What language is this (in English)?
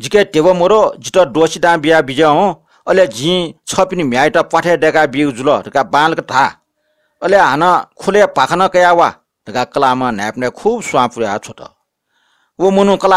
Newari